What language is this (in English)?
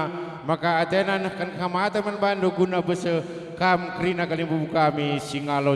Batak Karo